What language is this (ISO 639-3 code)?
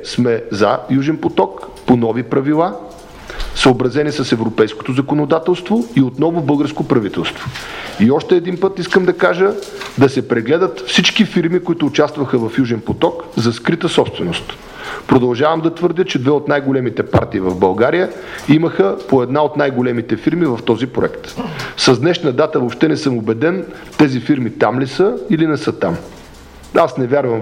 bul